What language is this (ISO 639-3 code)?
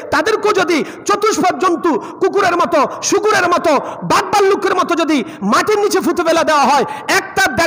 ben